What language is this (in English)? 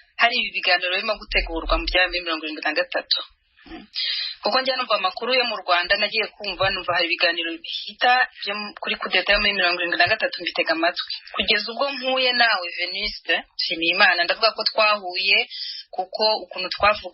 Kinyarwanda